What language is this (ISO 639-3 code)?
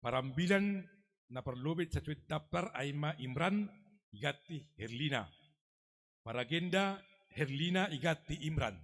bts